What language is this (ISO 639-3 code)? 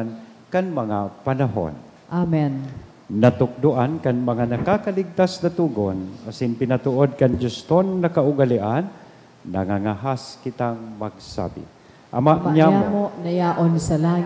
bik